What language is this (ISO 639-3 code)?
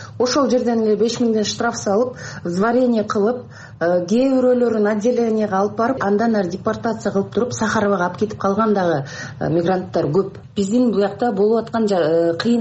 kir